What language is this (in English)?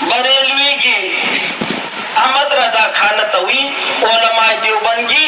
Manipuri